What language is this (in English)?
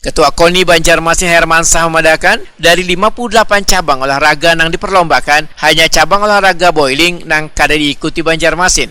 Banjar